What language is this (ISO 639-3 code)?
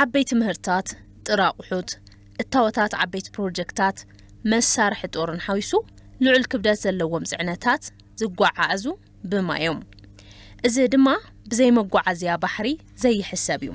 tir